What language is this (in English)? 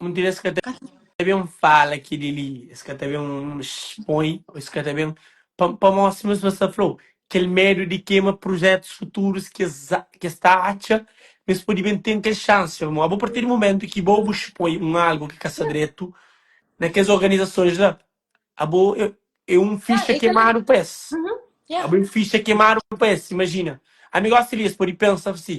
Kabuverdianu